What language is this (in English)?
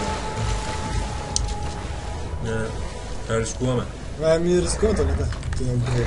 Bulgarian